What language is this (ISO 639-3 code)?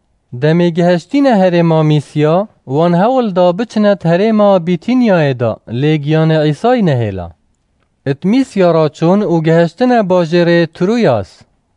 kur